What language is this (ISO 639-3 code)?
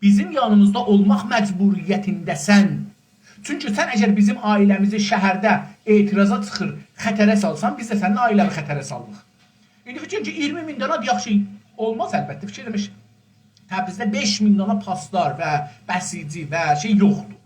azb